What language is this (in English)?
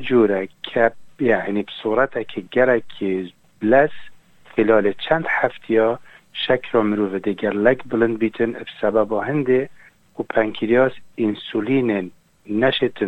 Kurdish